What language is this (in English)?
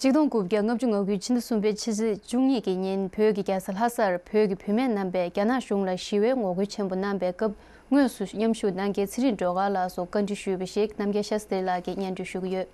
Tibetan